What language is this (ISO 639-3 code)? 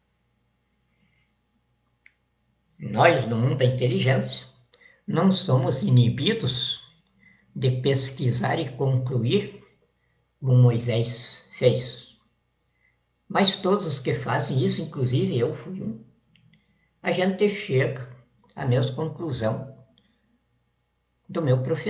por